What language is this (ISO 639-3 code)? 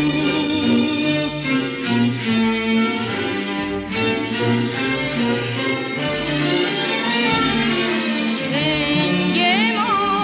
fas